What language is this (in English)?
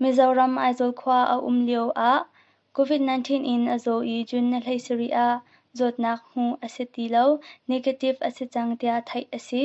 Hakha Chin